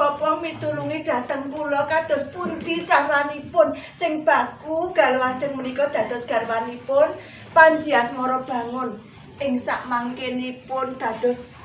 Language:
Javanese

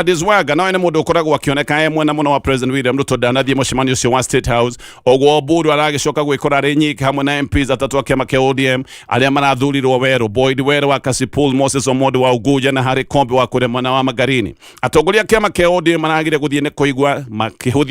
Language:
Kikuyu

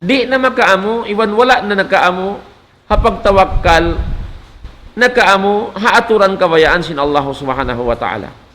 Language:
Tausug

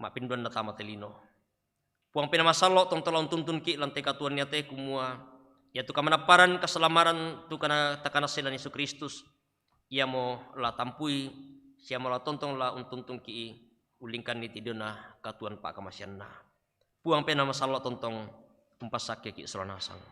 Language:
Toraja-Sa'dan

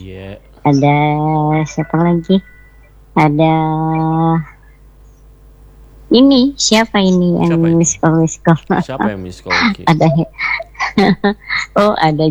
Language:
Indonesian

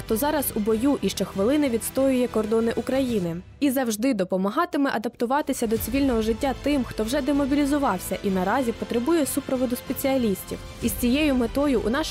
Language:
Ukrainian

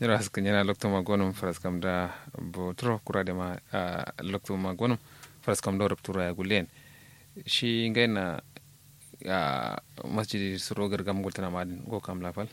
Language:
Kanuri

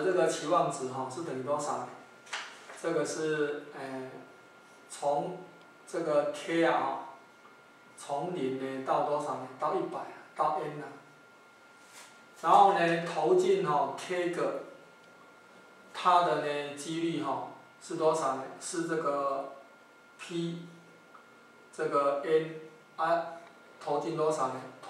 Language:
Chinese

